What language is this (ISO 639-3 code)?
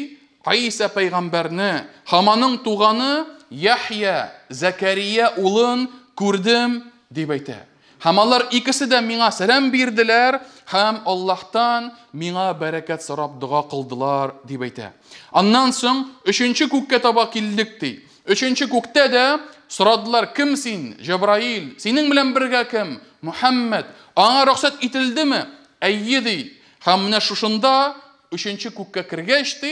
tat